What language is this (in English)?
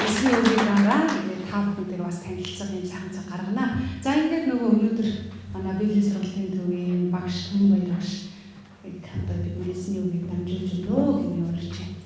Mongolian